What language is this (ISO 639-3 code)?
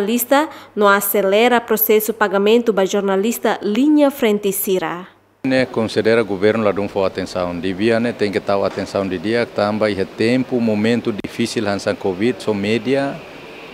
tet